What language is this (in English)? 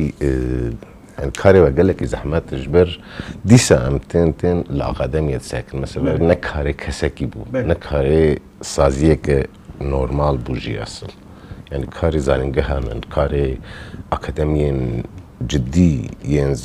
Kurdish